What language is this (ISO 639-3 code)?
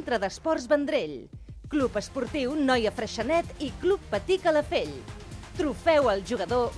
cat